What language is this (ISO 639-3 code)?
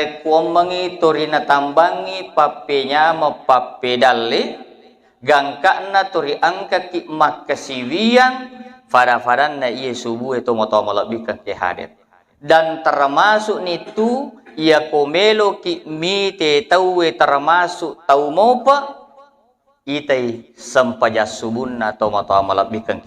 bug